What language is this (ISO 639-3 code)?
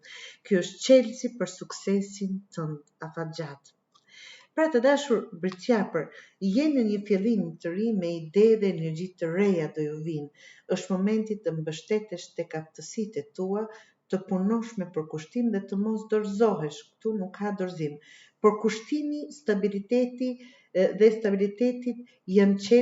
sqi